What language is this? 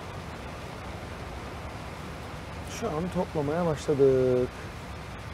Turkish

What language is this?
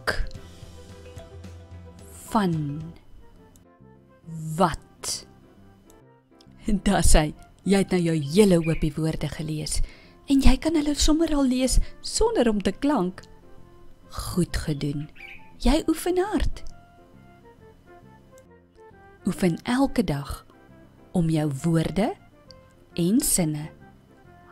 Afrikaans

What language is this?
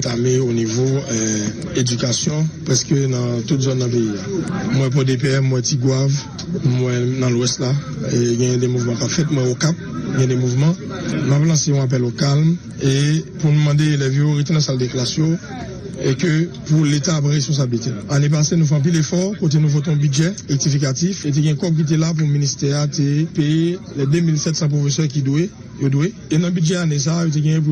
Haitian Creole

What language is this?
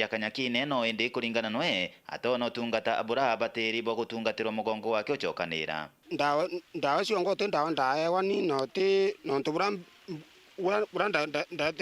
Meru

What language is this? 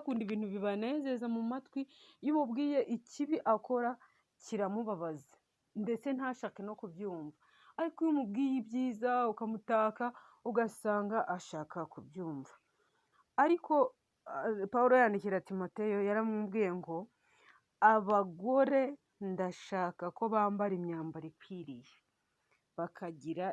Kinyarwanda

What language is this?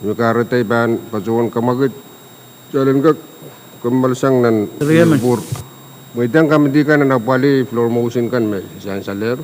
Pohnpeian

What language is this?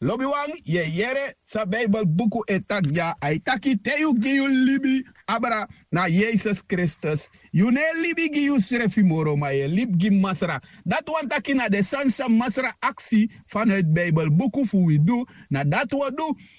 Sranan Tongo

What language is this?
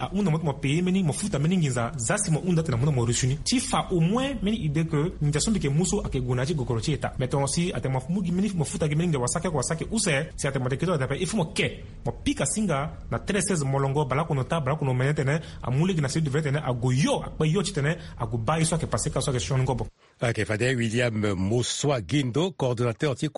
Sango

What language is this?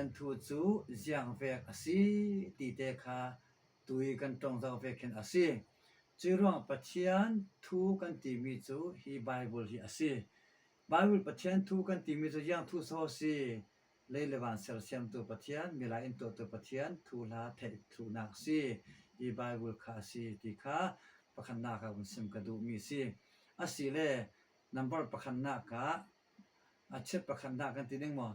Falam Chin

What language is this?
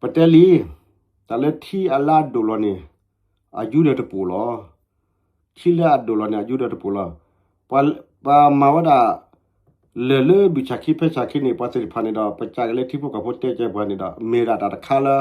S'gaw Karen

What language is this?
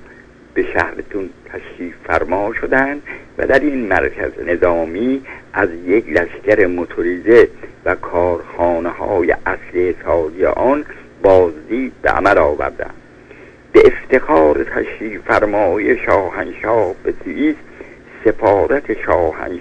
Persian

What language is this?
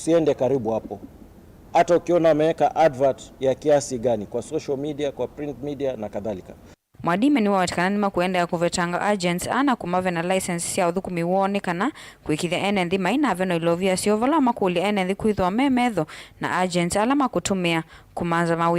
Kamba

